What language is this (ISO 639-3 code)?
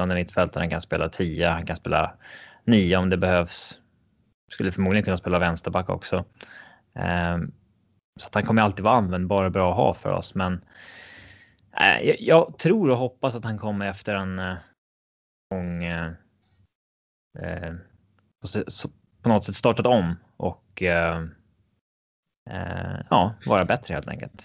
swe